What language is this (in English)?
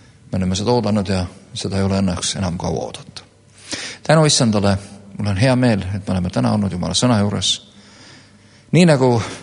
Estonian